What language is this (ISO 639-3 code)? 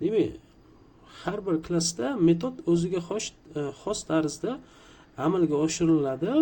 uzb